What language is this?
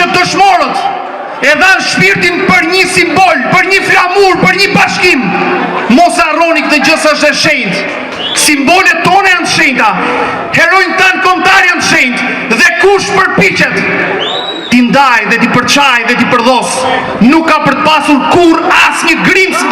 Albanian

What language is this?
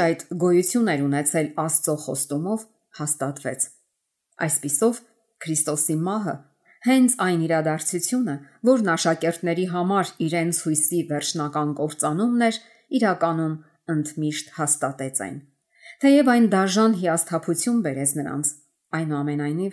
Armenian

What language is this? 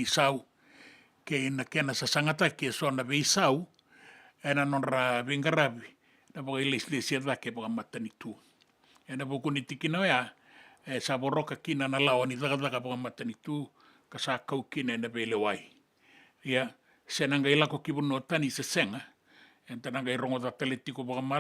Fijian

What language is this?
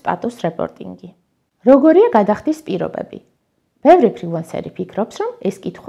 Georgian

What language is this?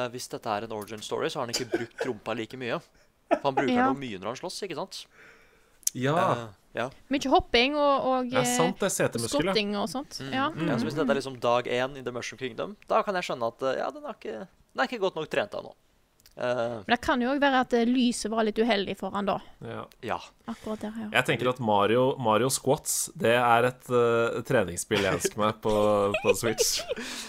Norwegian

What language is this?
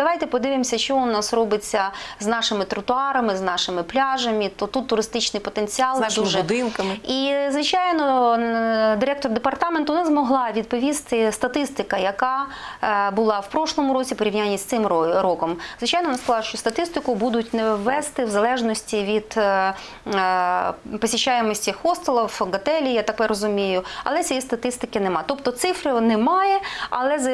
Ukrainian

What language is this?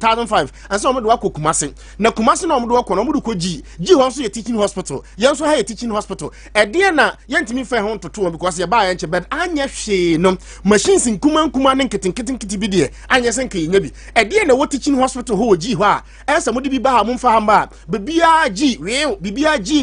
Akan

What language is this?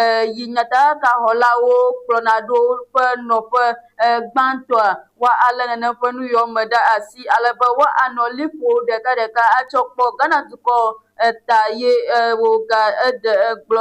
Ewe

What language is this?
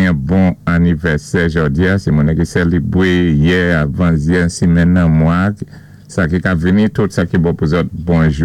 Saint Lucian Creole French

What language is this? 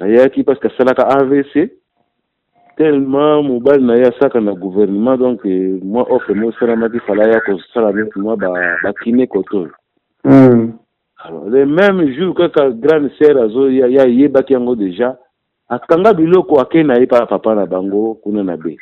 Lingala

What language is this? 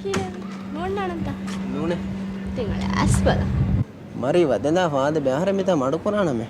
Divehi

